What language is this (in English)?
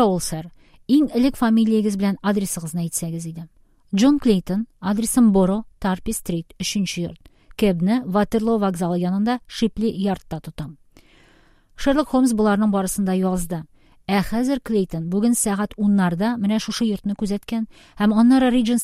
Tatar